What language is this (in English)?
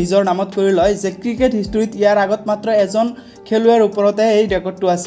Assamese